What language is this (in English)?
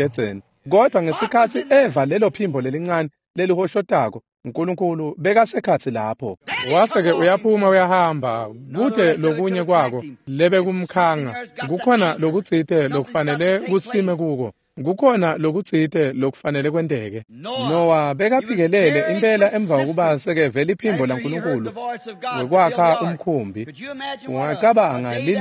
Swati